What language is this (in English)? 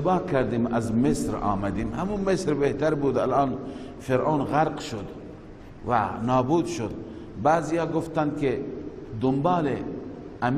Persian